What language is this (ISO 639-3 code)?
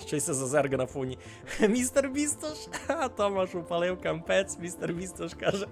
rue